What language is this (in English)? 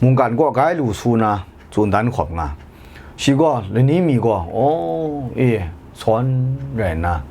Kachin